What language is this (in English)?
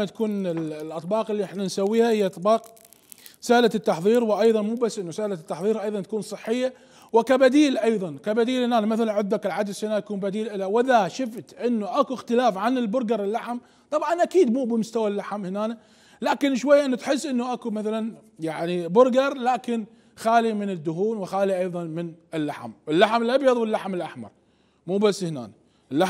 Mesopotamian Arabic